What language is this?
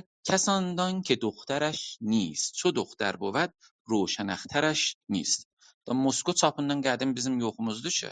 South Azerbaijani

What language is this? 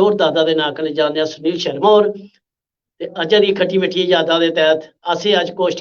Dogri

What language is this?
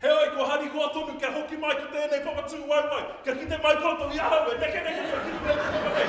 Māori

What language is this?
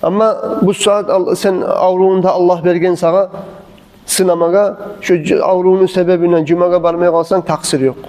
Kumyk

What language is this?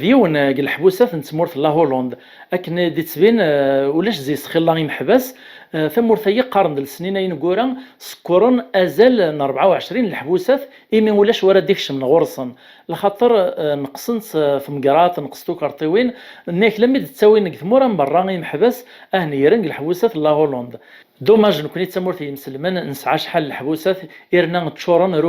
Kabyle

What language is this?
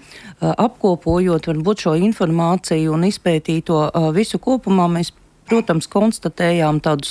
Latvian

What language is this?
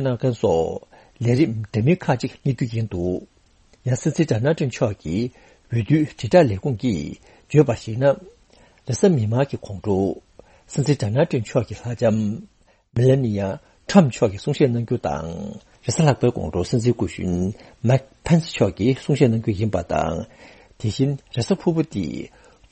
Tibetan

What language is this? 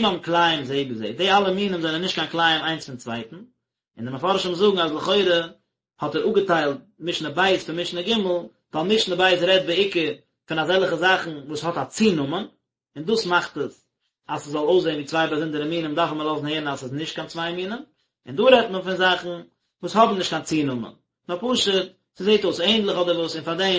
Yiddish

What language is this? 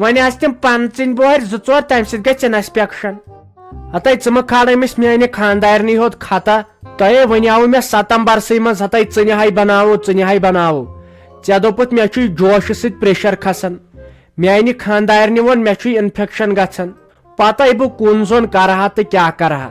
Kashmiri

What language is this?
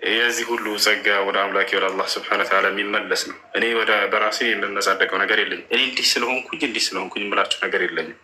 Amharic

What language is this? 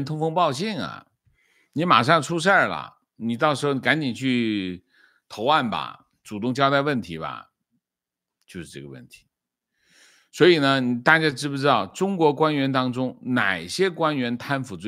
Chinese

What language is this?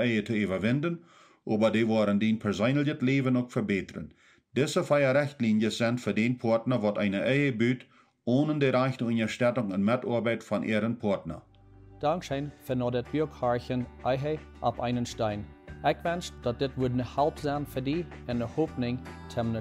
Plautdietsch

